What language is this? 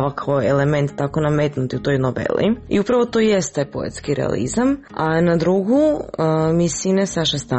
Croatian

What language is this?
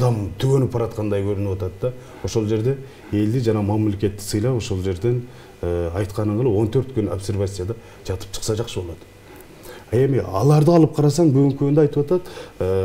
Kyrgyz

